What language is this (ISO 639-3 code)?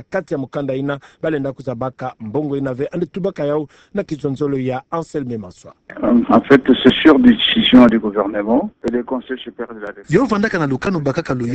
ktu